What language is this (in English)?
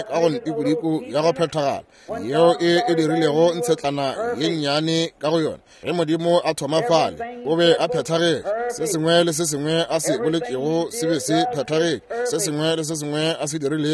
Northern Sotho